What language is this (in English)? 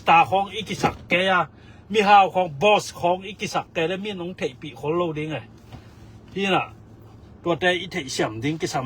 Tedim Chin